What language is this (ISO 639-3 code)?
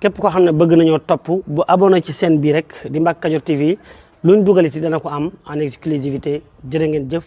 wol